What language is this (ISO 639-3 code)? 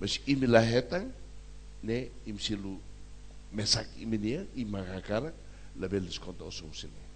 tet